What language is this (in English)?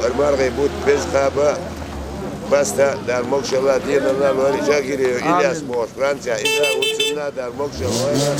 Chechen